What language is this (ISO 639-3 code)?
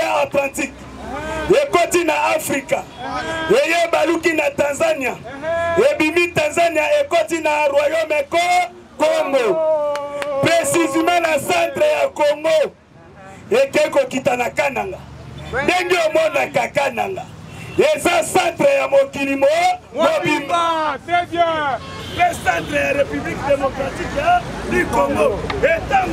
lin